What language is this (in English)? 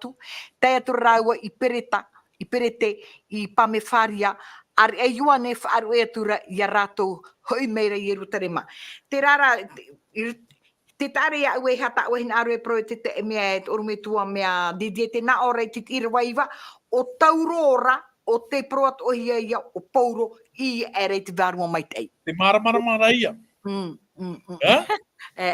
Tahitian